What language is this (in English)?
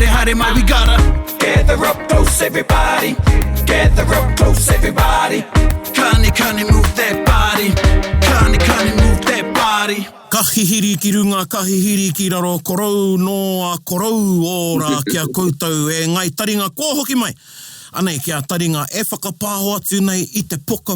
Māori